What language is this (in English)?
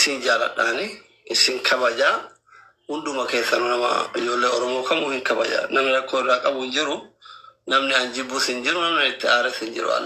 Oromo